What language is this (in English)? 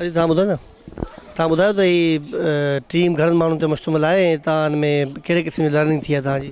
Sindhi